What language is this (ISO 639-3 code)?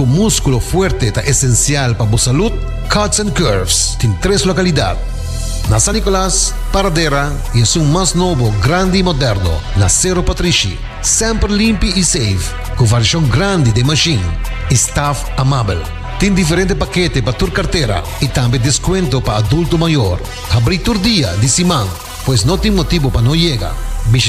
pap